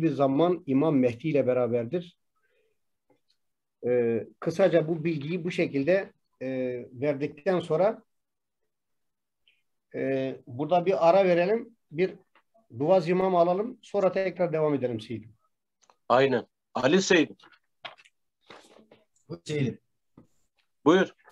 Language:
Turkish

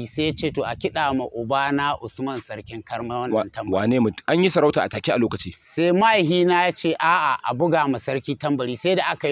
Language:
Hausa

